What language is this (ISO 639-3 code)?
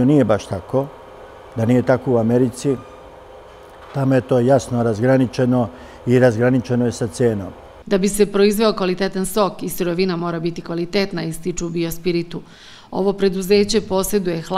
srp